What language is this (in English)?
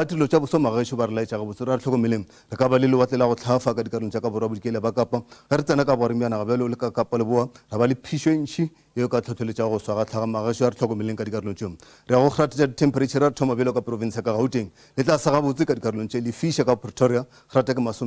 Northern Sotho